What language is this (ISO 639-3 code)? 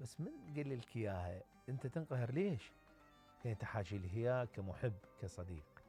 acm